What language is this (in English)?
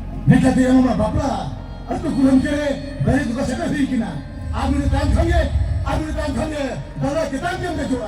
Santali